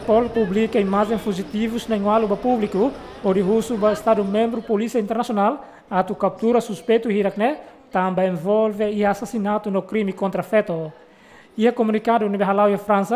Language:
Tetum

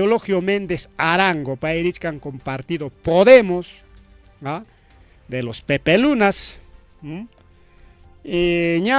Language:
Ayacucho Quechua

